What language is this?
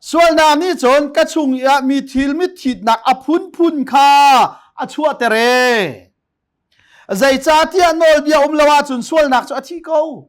Hakha Chin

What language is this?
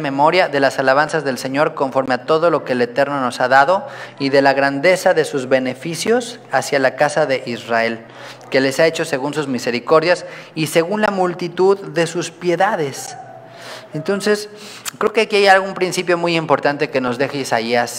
Spanish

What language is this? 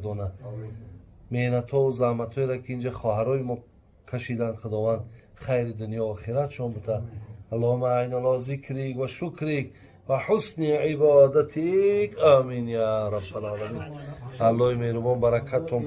Tajik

